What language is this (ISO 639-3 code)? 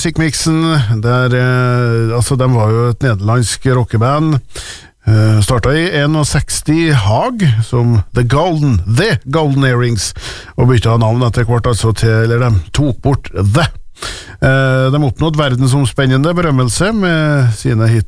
nor